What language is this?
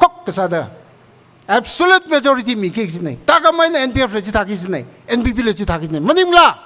Tangkhul Naga (India)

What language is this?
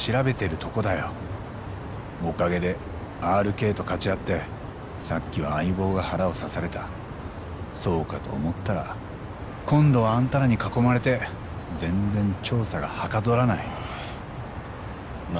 Japanese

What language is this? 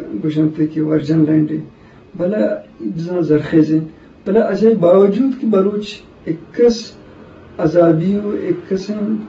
Eastern Balochi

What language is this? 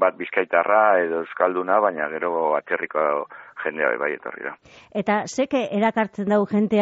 Basque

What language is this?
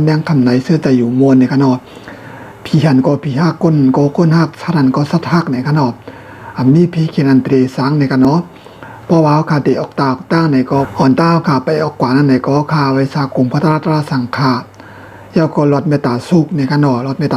Shan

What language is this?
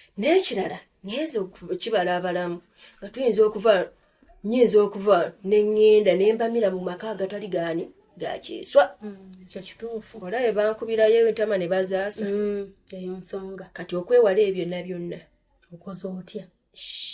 Ganda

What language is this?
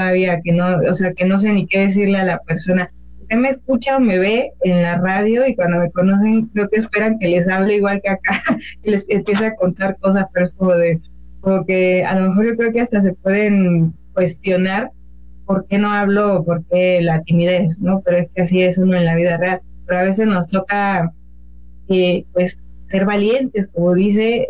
Spanish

